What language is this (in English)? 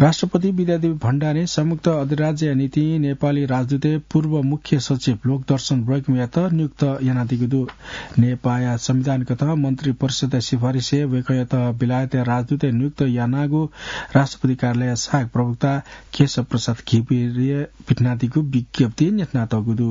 Newari